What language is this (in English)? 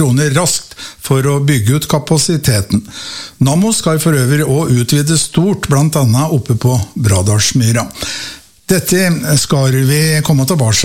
Norwegian